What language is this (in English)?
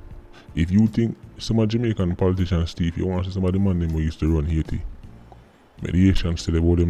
Jamaican Creole English